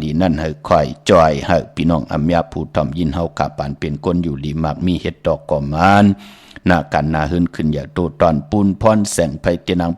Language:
Shan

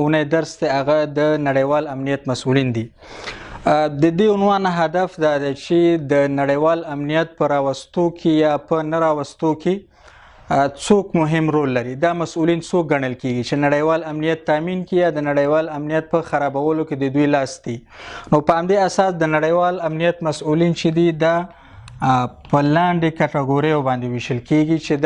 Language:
Pashto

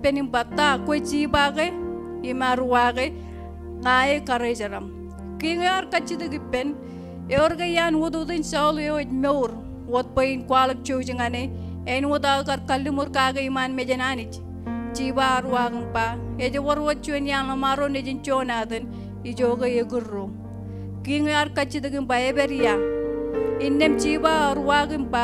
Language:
Marshallese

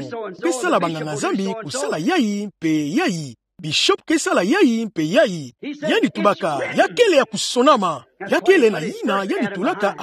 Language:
Kituba (Democratic Republic of Congo)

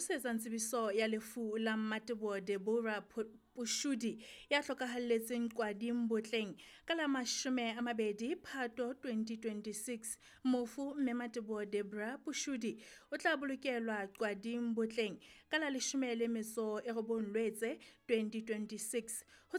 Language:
Southern Sotho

